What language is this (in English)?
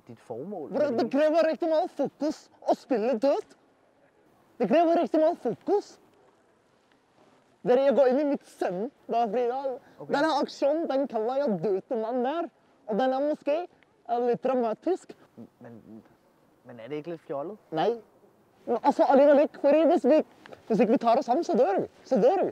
Danish